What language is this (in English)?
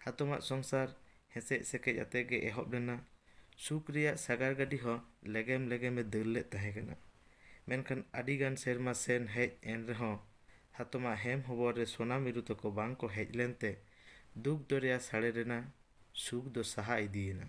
Santali